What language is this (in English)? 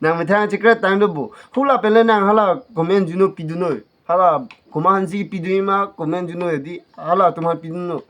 Karbi